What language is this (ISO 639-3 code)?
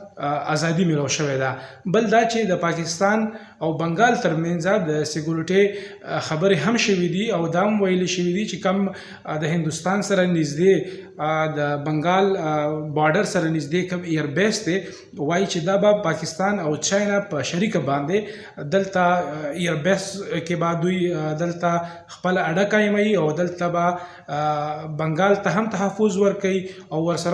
pus